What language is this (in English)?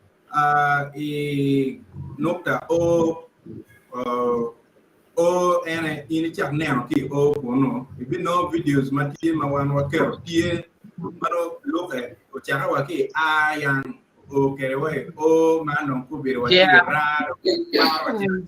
Acoli